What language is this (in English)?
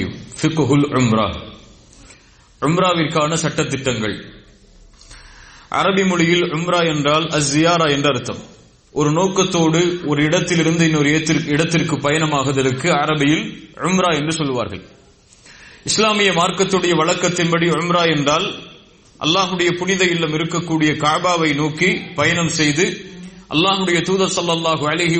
Tamil